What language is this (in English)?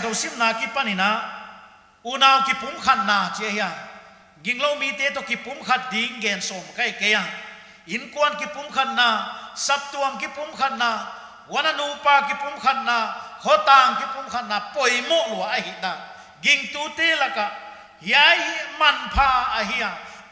Paite Chin